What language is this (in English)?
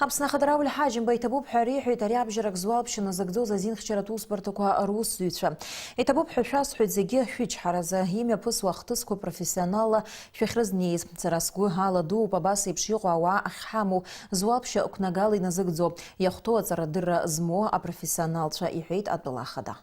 Abkhazian